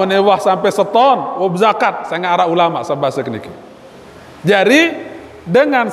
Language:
Sasak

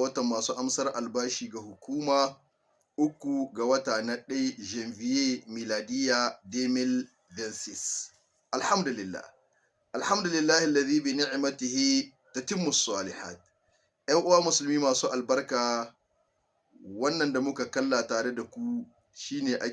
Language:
Hausa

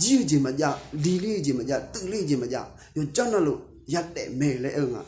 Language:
Akha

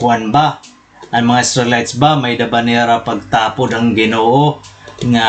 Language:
Waray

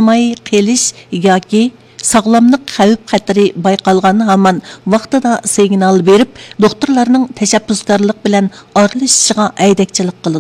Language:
Uyghur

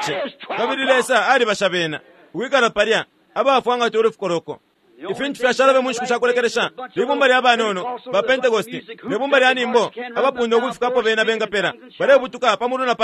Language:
Bemba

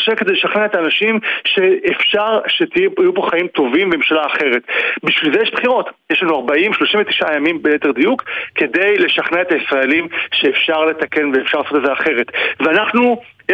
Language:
Hebrew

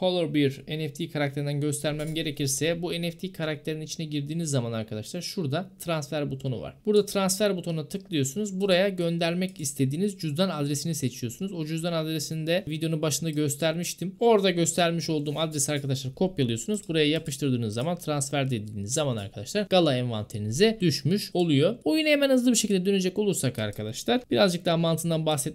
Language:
Turkish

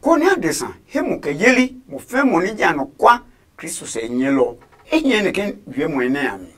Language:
Adangme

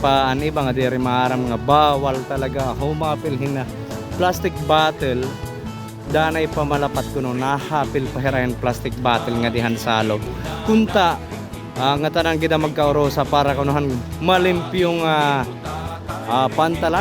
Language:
Waray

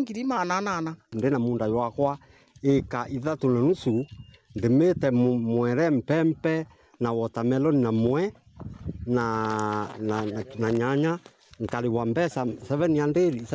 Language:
Meru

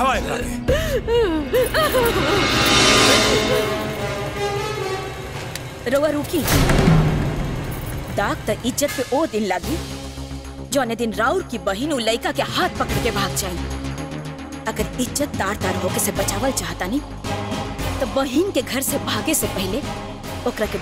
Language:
Bhojpuri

